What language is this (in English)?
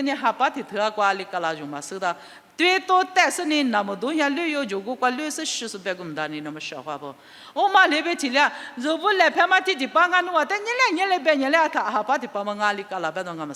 Lisu